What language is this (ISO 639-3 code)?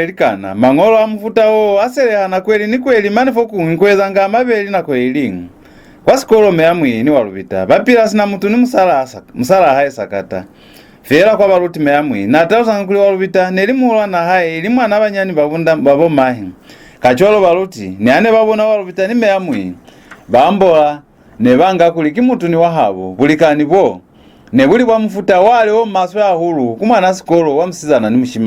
loz